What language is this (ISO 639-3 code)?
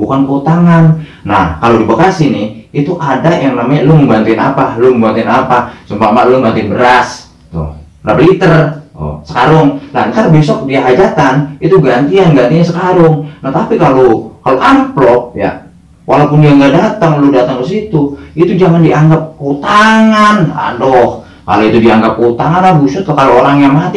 bew